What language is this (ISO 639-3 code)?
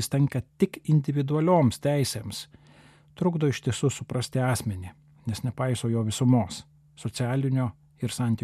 lit